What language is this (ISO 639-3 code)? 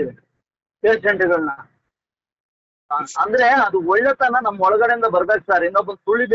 kan